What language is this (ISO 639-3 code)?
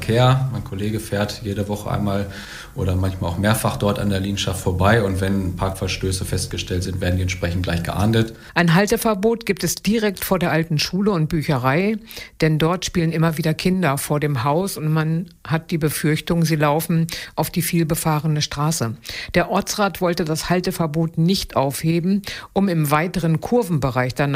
deu